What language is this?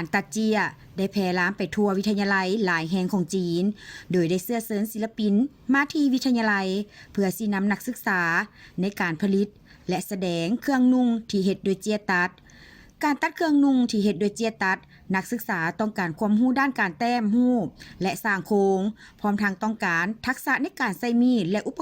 Lao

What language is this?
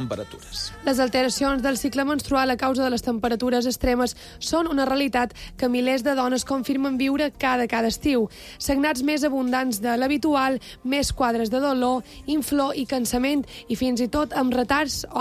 Catalan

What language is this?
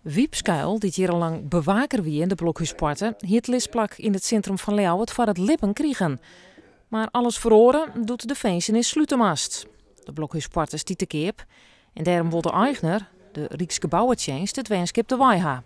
Western Frisian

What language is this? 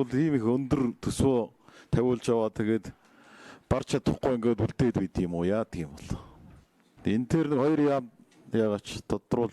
Mongolian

